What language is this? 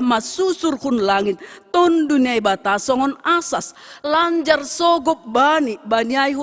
Batak Simalungun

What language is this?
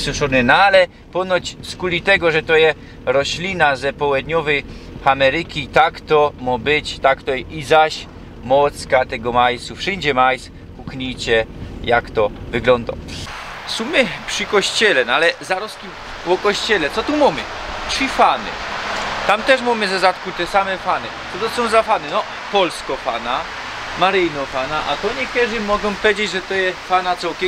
Silesian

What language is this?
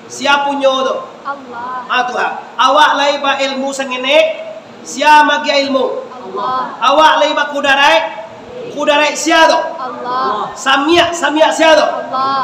Minangkabau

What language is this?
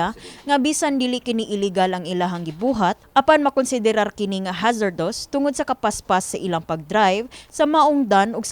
Cebuano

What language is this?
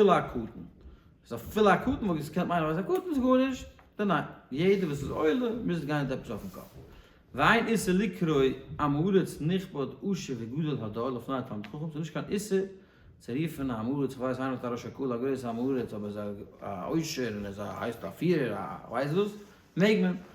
Yiddish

